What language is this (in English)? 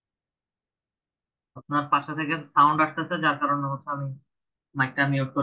Bangla